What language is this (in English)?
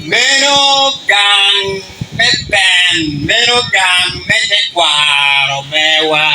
Acoli